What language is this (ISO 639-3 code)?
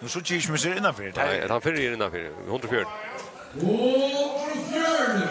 fao